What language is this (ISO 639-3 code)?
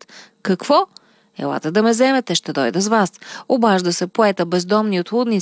bul